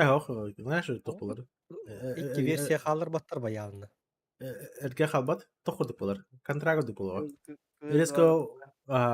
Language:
Yakut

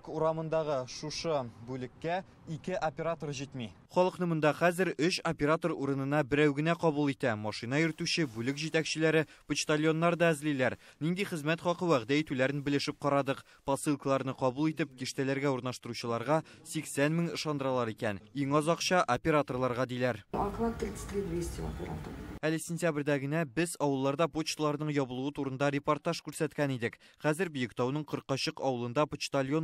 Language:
Tatar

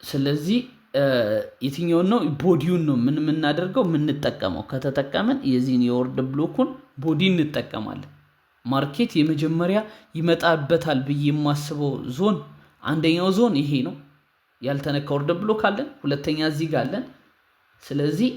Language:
Amharic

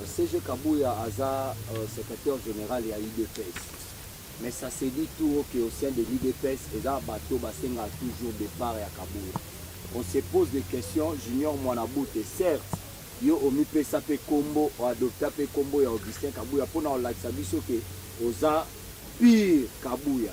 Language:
Lingala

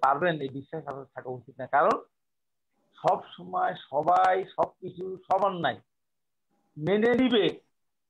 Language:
Bangla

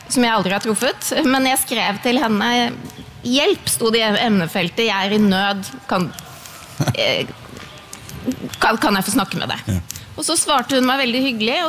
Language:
Norwegian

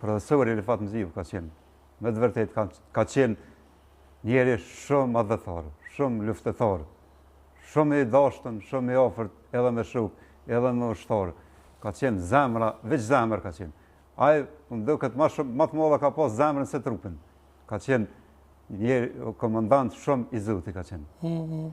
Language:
Albanian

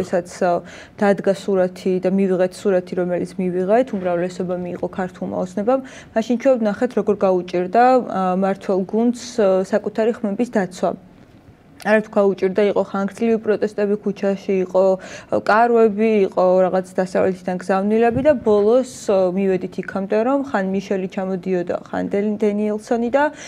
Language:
Georgian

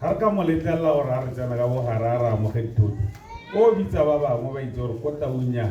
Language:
Tswana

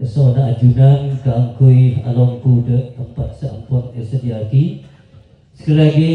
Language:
Madurese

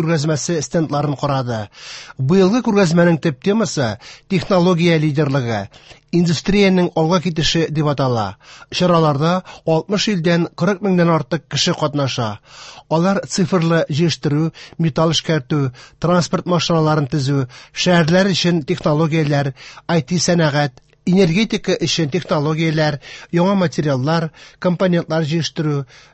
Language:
Tatar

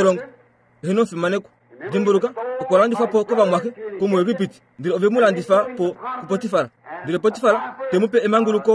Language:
Kuanyama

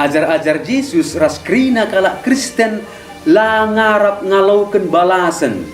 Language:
Batak Karo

